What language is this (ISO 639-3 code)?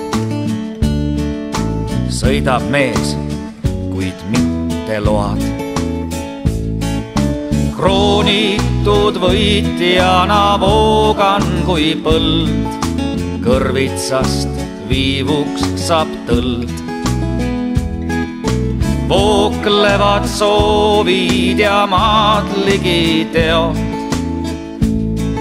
est